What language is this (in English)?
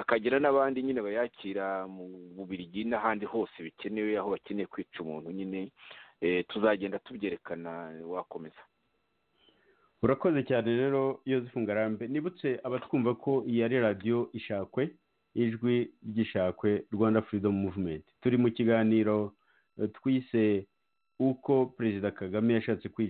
Kinyarwanda